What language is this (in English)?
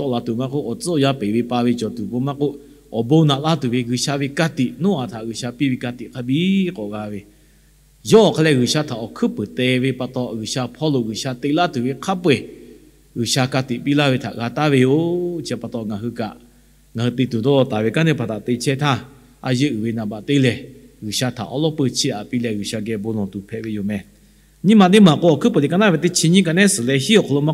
Lahu